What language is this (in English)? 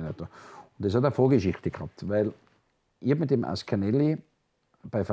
German